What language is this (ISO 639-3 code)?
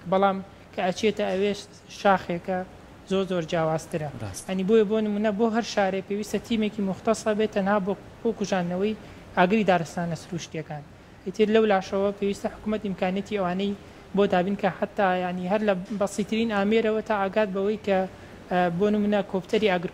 ckb